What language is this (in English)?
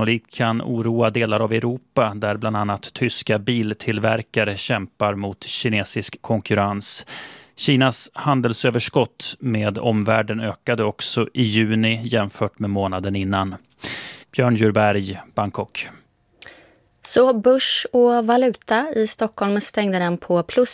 Swedish